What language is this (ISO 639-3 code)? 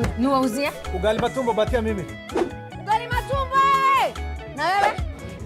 kam